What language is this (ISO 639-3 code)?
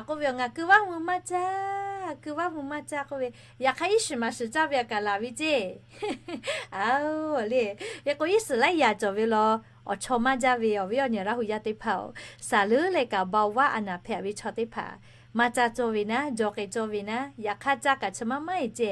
lhu